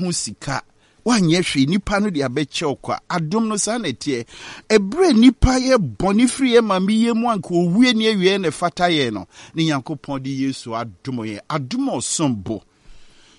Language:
Akan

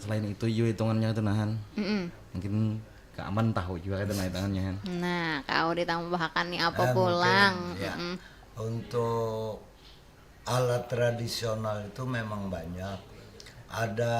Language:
Banjar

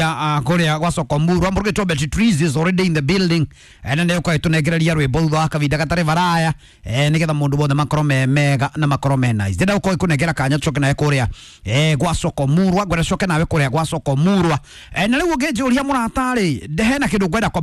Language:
Kikuyu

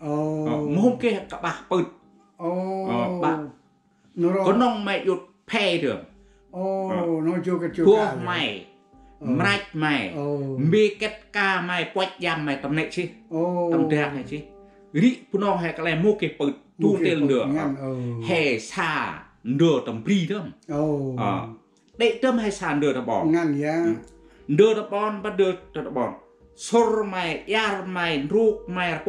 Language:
Central Mnong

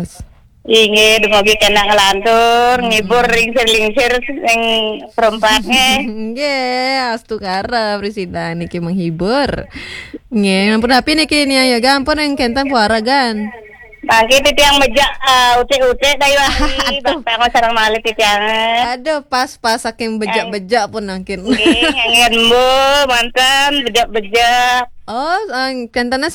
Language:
Balinese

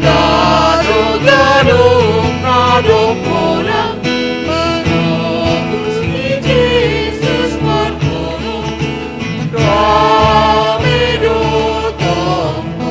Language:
Batak Simalungun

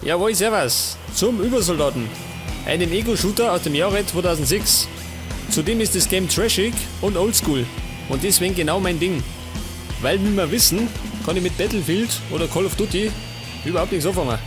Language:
Bavarian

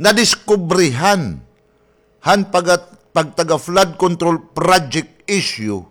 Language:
Waray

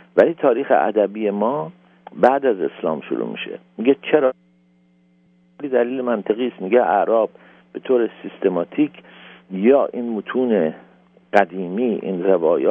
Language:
Persian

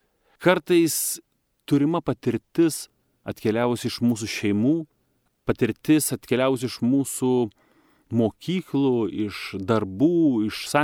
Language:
Lithuanian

